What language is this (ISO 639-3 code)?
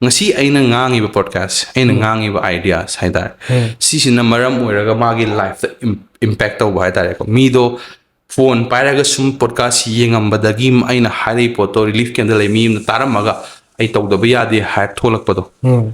mni